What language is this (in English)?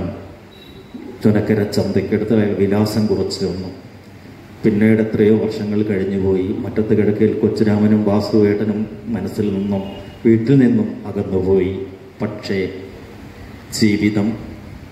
Malayalam